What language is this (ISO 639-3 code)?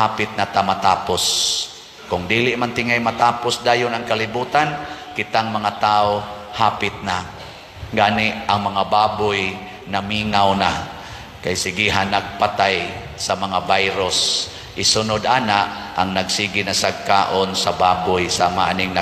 ceb